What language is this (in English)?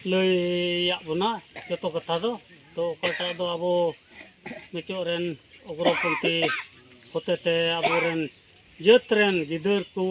Santali